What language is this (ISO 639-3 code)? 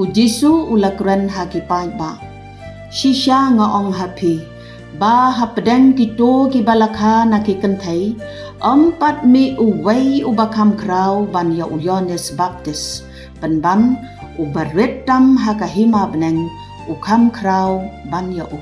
kha